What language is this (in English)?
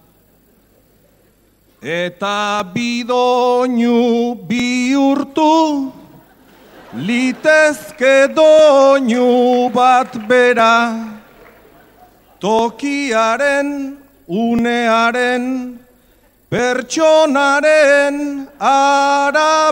Basque